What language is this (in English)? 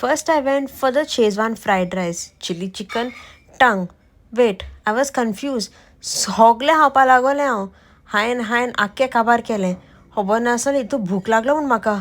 Konkani